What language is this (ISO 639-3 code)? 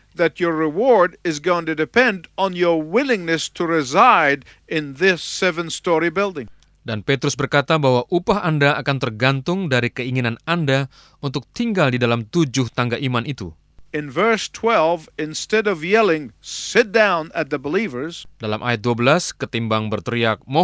ind